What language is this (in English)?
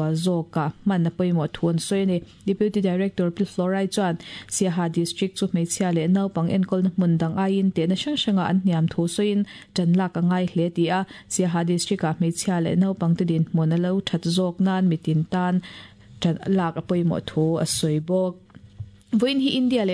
Mizo